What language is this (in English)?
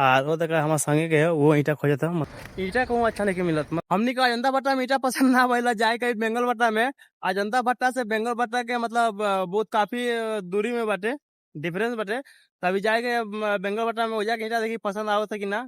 Bhojpuri